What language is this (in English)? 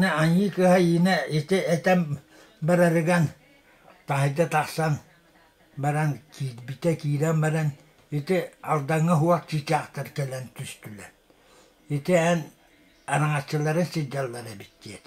Yakut